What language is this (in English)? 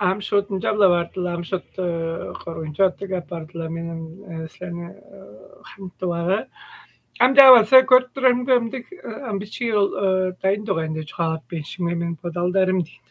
Tuvinian